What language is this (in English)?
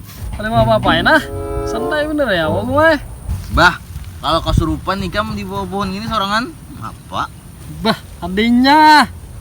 Banjar